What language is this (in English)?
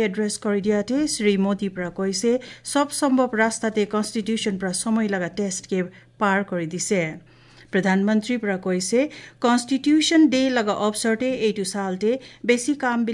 Assamese